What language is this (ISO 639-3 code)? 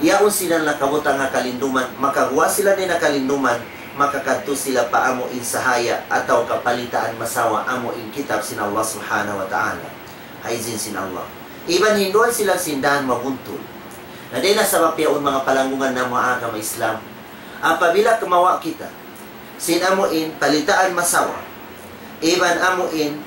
tsg